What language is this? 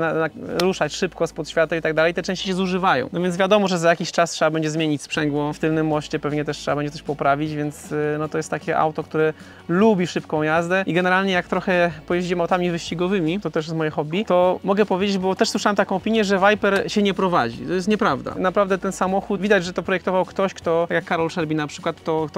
Polish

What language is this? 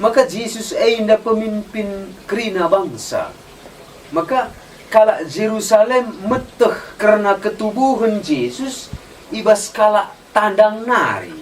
Batak Karo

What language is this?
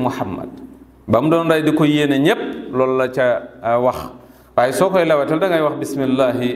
Wolof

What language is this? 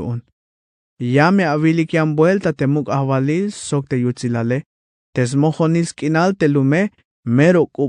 Tzeltal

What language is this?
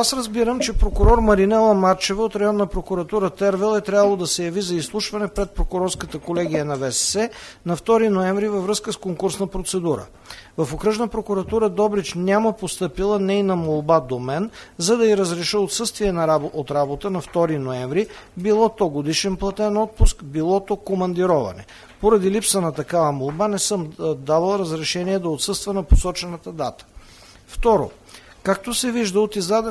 Bulgarian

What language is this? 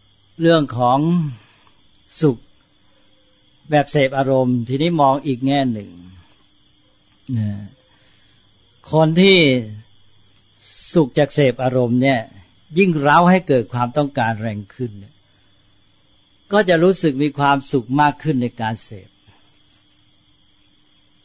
Thai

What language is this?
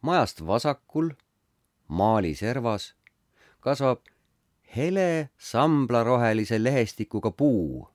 Estonian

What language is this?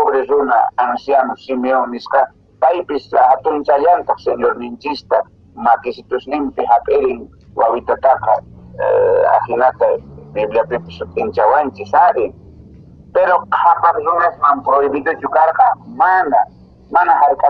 Quechua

